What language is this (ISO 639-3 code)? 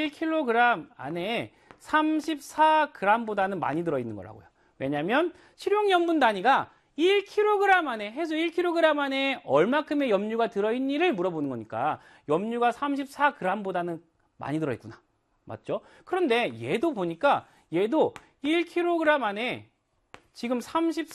kor